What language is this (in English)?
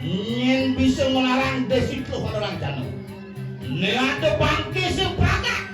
Balinese